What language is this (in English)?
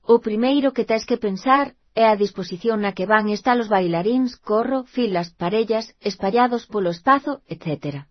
Galician